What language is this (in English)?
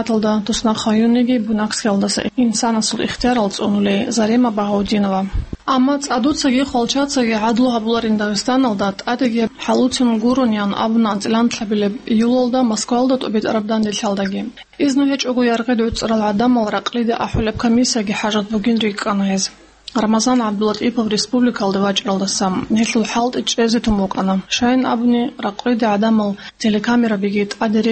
Avaric